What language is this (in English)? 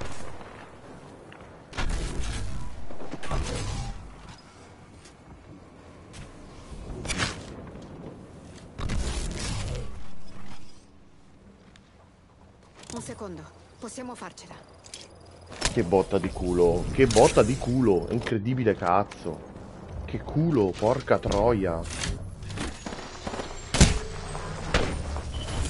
Italian